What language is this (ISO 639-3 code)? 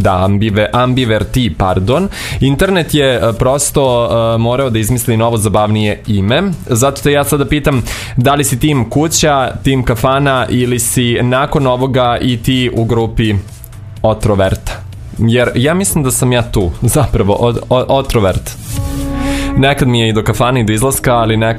srp